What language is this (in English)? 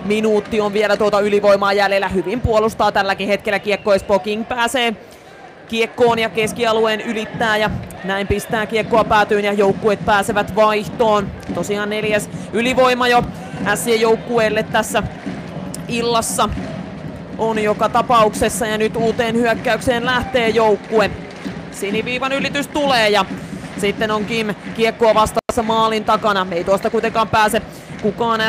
Finnish